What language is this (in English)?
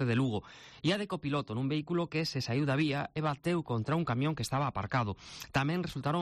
Galician